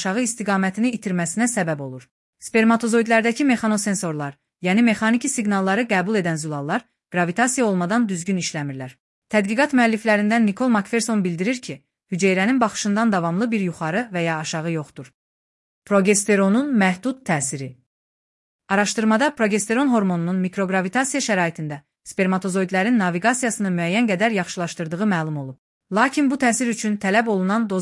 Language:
Azerbaijani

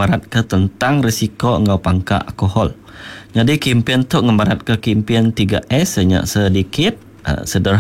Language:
Iban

